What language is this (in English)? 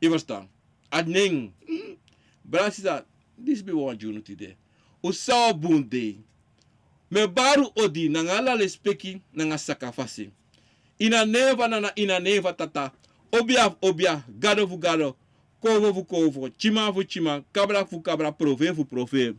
Sranan Tongo